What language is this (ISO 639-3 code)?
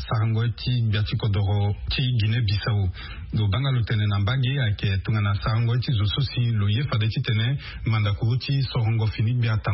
sag